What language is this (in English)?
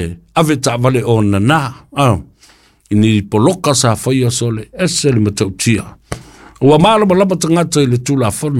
Samoan